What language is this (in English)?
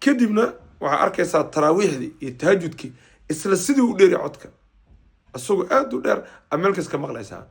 Somali